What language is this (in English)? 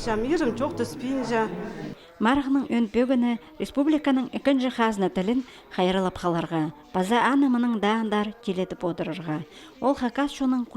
Khakas